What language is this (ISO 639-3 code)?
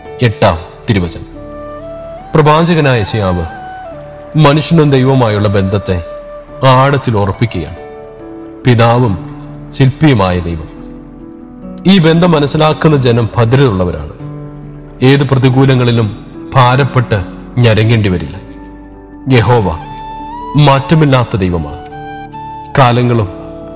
mal